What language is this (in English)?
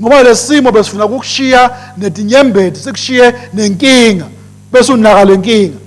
Swati